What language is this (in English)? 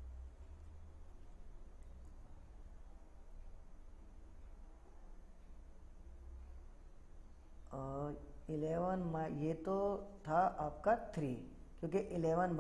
Hindi